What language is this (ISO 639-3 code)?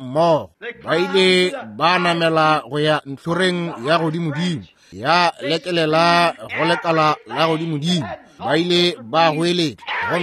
nso